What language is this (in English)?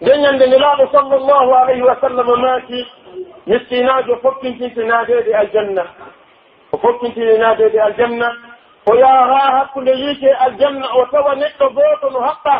Pular